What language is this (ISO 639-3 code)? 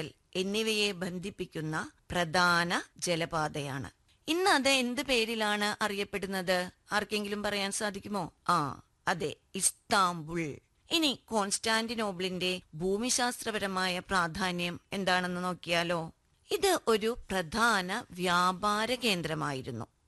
mal